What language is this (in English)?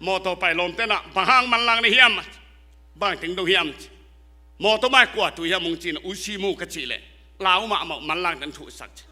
Tedim Chin